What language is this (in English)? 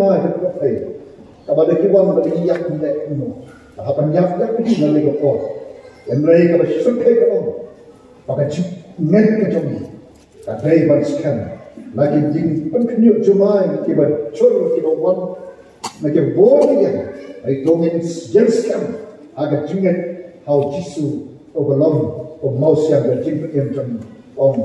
Khasi